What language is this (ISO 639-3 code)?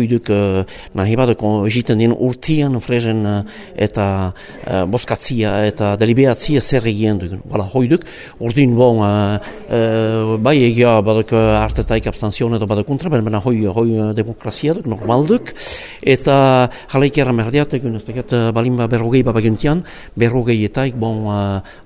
eus